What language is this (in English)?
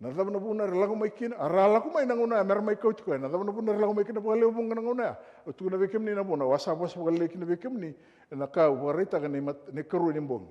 Fijian